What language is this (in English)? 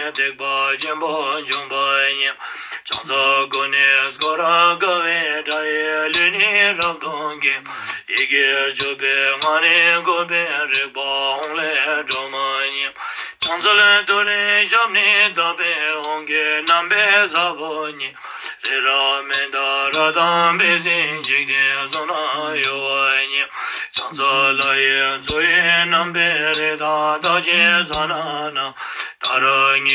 Ladakhi